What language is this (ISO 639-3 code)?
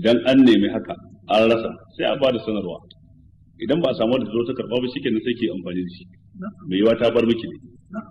hau